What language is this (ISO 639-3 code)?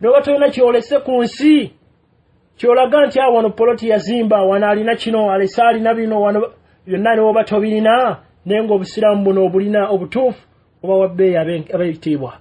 lug